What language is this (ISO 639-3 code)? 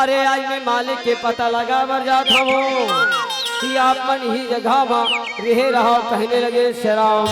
hne